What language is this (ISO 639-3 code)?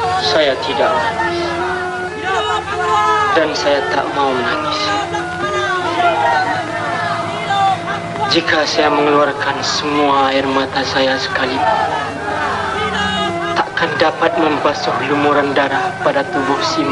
msa